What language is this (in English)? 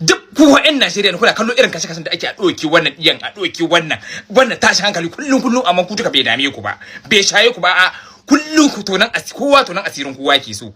Hausa